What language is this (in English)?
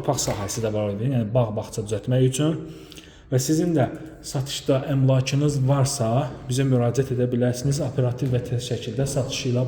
Azerbaijani